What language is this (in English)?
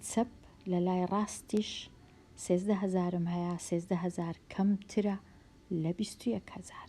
Central Kurdish